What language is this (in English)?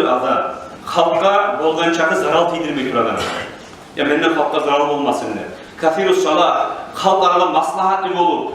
Kumyk